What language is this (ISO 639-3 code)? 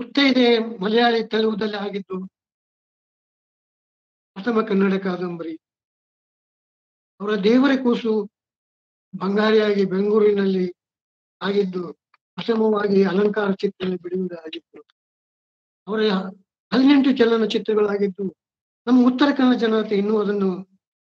kan